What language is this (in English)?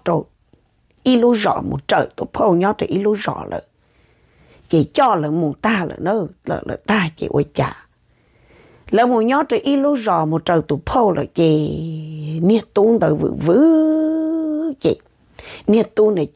Vietnamese